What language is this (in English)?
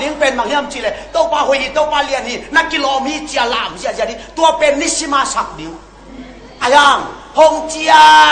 Tedim Chin